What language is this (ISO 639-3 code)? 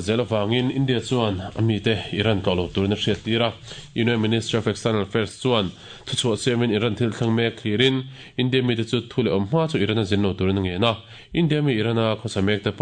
lus